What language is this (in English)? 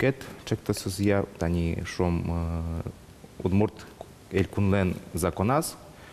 Udmurt